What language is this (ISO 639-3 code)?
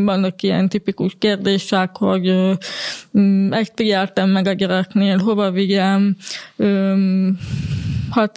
hun